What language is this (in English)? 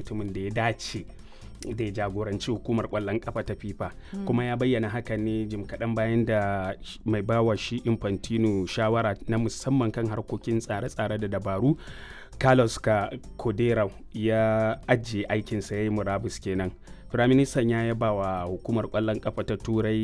Hausa